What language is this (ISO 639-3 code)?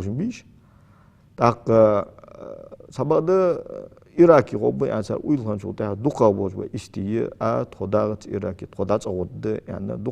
inh